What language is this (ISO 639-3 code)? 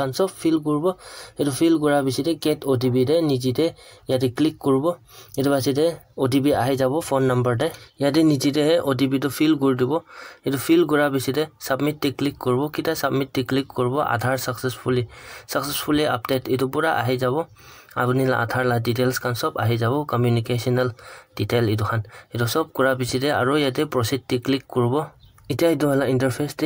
nag